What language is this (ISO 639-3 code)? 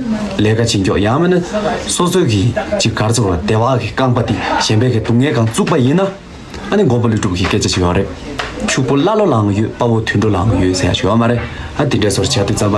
bod